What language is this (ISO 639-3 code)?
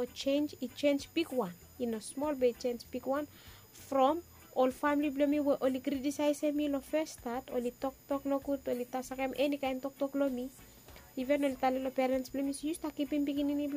bis